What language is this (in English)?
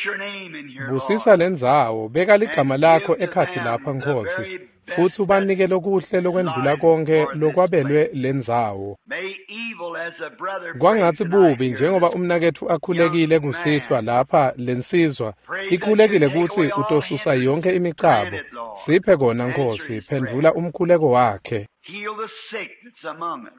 Swati